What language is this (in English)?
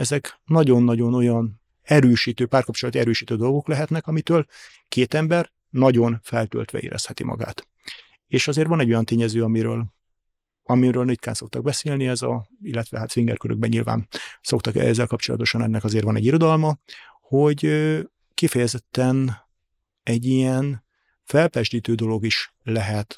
Hungarian